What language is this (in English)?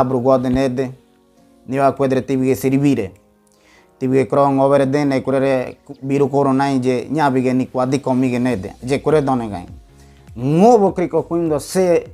Ngäbere